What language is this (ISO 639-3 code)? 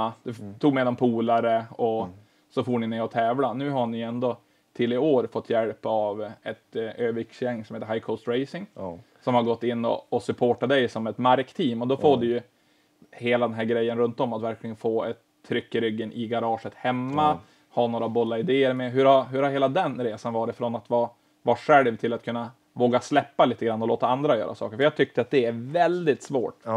swe